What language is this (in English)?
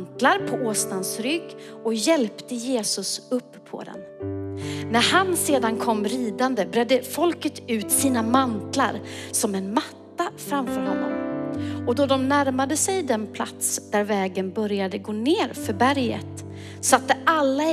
Swedish